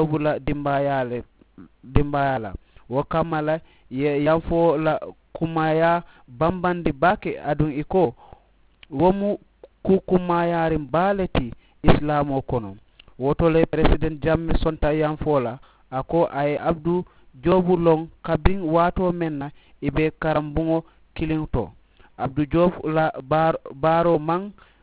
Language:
Mandingo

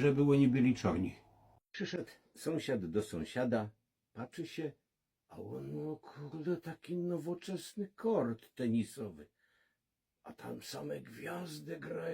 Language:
Silesian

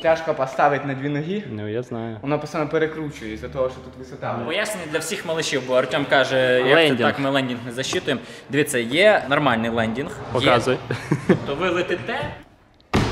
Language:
Ukrainian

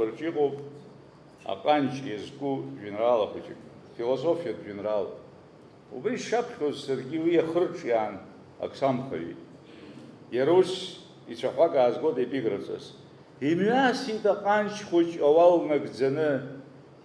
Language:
Abkhazian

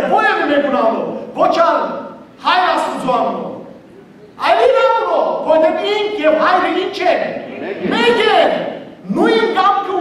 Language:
Western Armenian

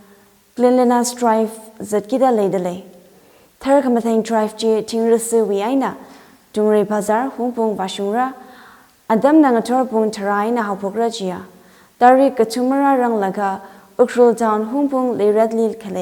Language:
Tangkhul Naga (India)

